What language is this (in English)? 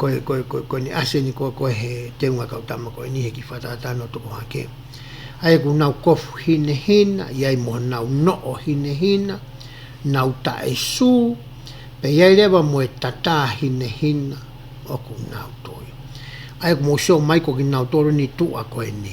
Tongan